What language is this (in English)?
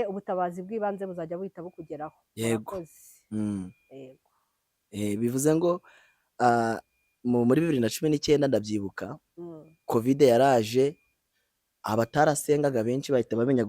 Kinyarwanda